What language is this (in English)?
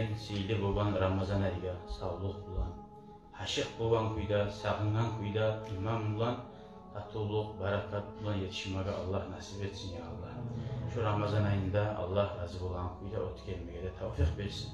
Kumyk